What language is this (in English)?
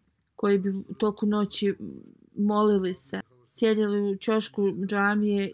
Bosnian